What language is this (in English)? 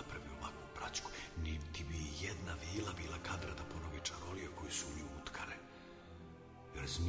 Serbian